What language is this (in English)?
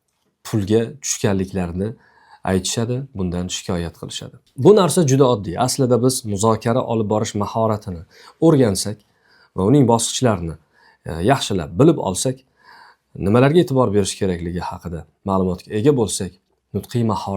Uzbek